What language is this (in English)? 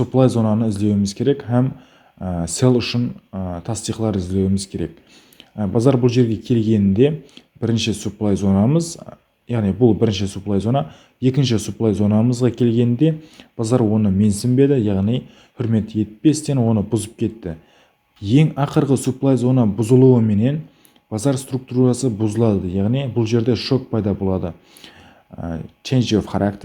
Kara-Kalpak